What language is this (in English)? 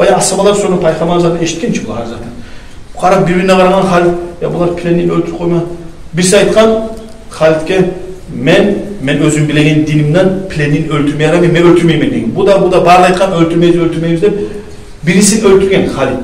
Kumyk